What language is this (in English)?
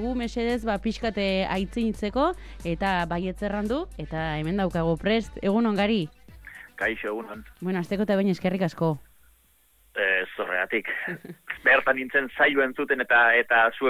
Basque